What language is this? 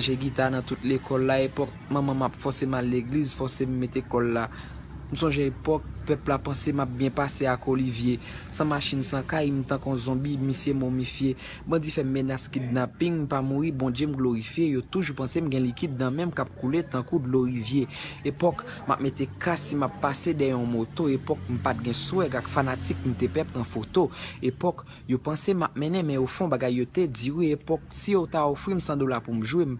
Haitian Creole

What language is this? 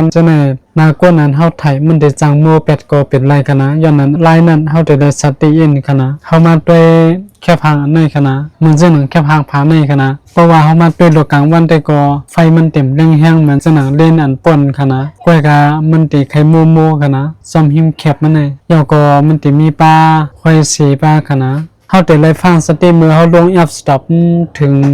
Shan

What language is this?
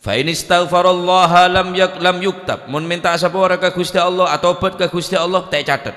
Madurese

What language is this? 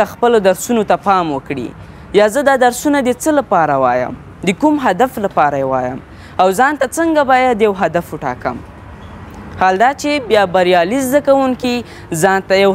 Pashto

